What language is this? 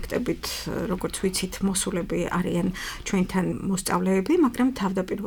Georgian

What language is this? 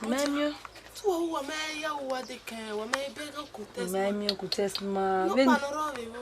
Bini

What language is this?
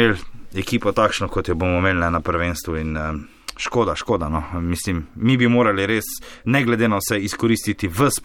Slovenian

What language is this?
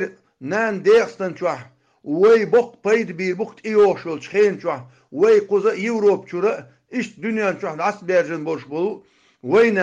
Chechen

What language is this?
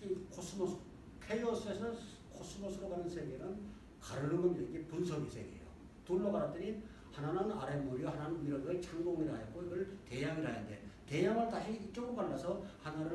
Korean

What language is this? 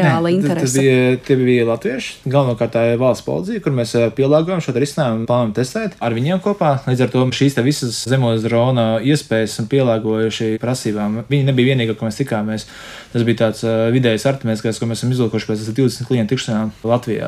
Latvian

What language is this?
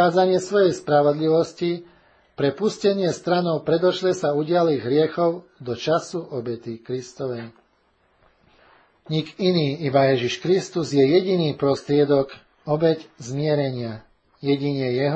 Slovak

